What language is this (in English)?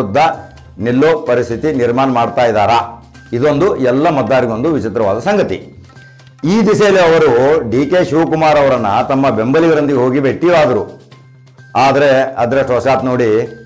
Kannada